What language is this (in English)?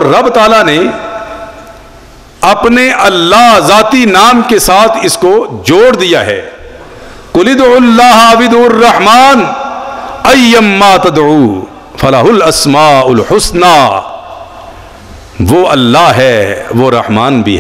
Urdu